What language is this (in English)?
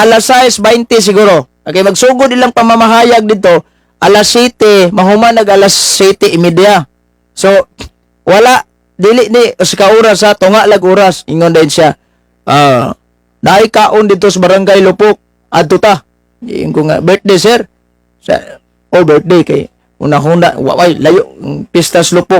Cebuano